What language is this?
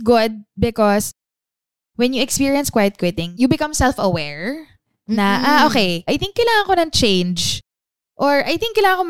Filipino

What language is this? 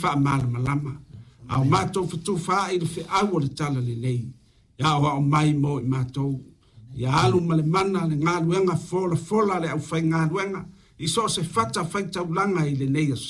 Samoan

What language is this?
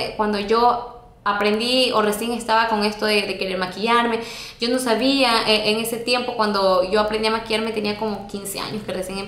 Spanish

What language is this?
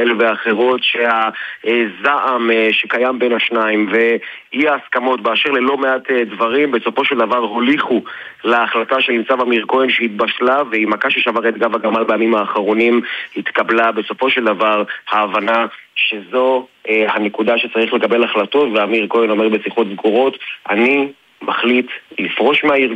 Hebrew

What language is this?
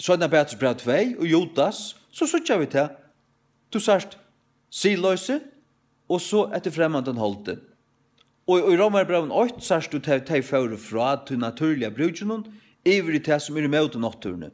Faroese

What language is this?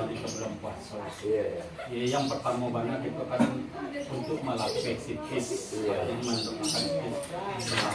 Minangkabau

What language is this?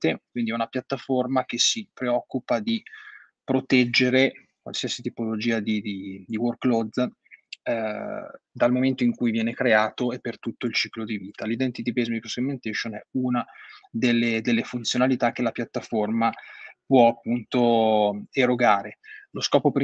Italian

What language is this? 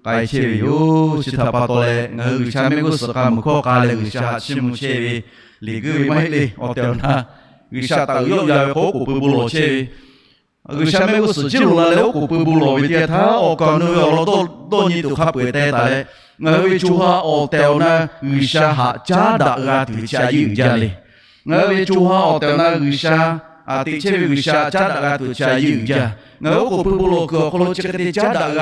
Lahu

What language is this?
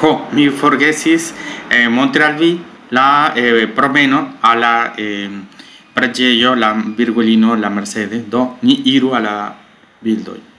Esperanto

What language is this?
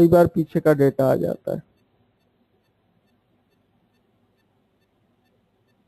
Hindi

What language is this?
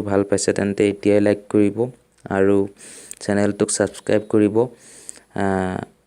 Assamese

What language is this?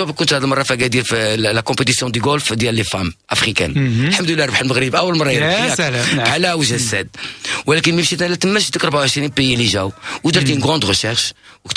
Moroccan Arabic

